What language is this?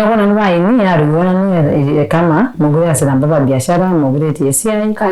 Masai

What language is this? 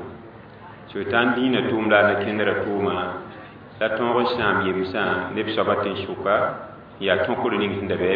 Mossi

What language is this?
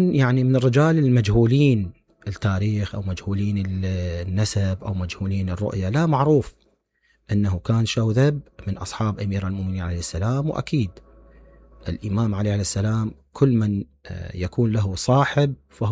Mesopotamian Arabic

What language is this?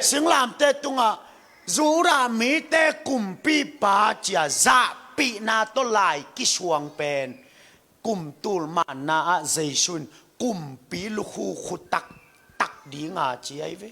Tedim Chin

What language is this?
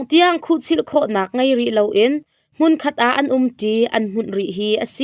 Hakha Chin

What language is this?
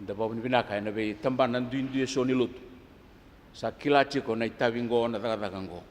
Fijian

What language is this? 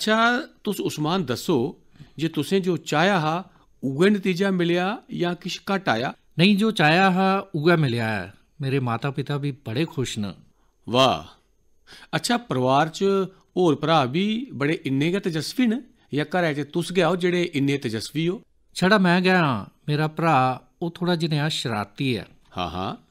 Dogri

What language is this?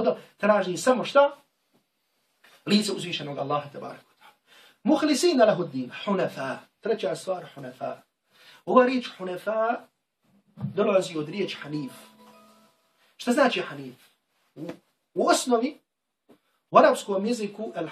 Bosnian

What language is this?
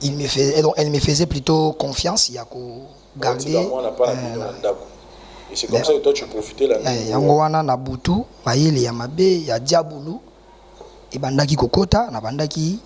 Lingala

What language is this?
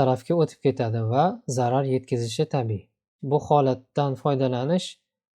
Uzbek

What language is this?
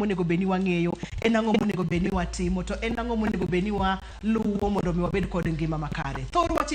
Luo (Kenya and Tanzania)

